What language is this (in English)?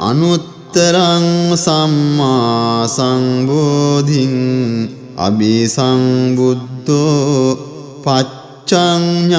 Pali